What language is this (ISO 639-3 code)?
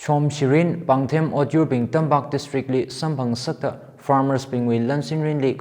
nmf